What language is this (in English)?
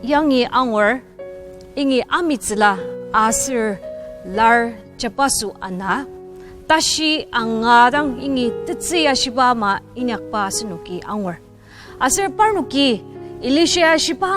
Ao Naga